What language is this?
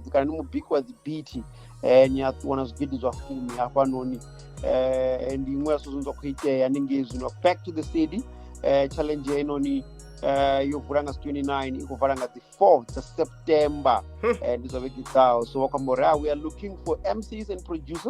Venda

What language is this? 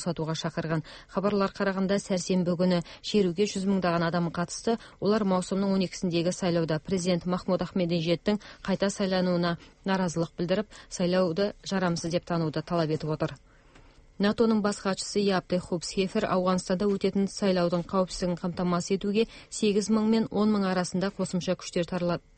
Kazakh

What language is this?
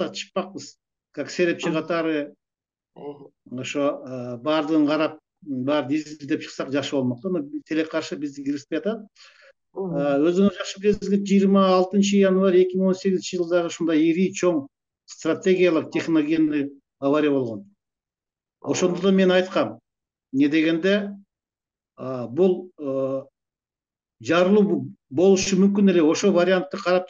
Kyrgyz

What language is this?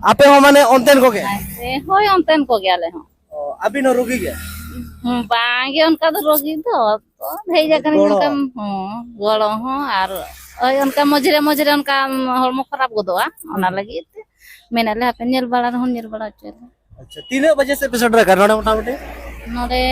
Santali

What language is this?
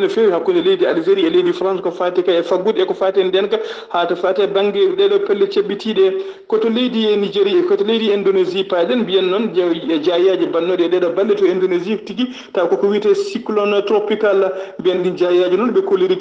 Fula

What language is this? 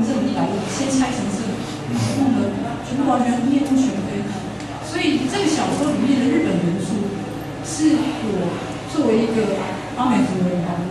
Chinese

